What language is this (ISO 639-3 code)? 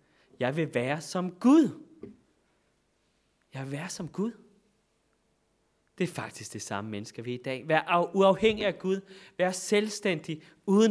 dan